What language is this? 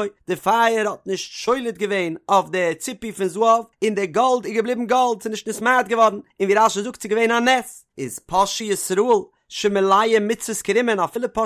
Yiddish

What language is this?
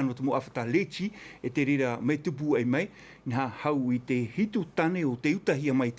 Tahitian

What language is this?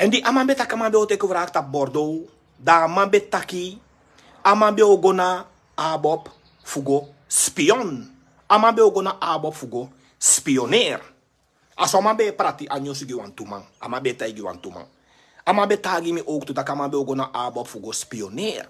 Sranan Tongo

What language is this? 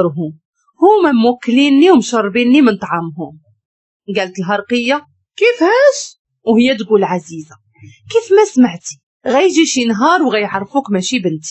Moroccan Arabic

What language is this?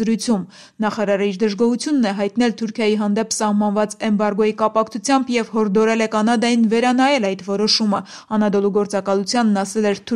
Armenian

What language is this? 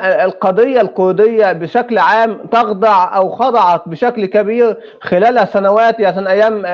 North Levantine Arabic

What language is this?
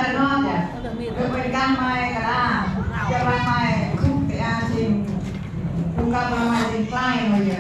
Central Mnong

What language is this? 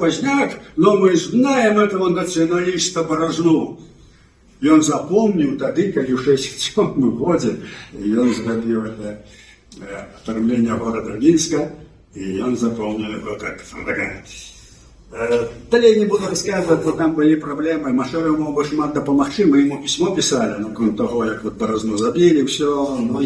Belarusian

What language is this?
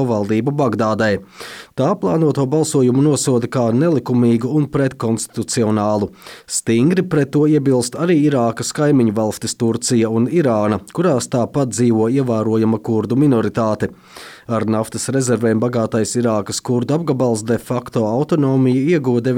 Latvian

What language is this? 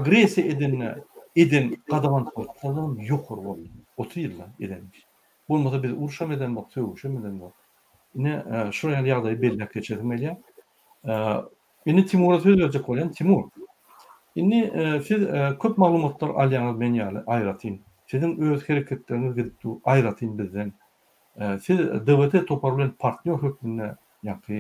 Turkmen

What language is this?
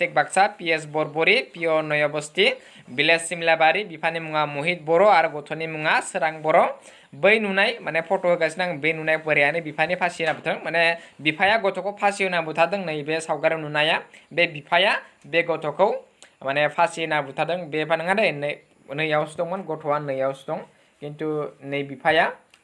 Bodo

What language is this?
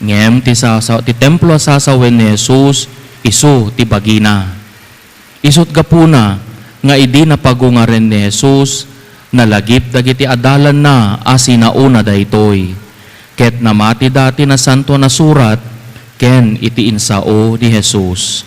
Iloko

